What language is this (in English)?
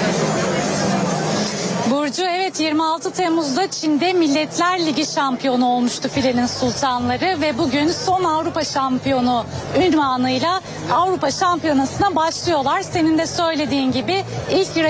Turkish